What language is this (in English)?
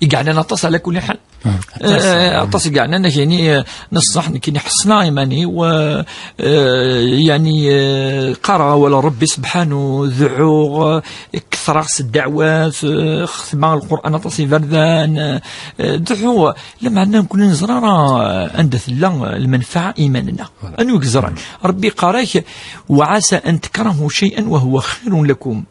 Kabyle